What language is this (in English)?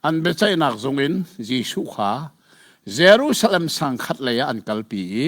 Hakha Chin